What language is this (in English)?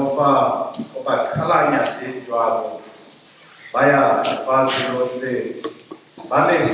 Southern Sotho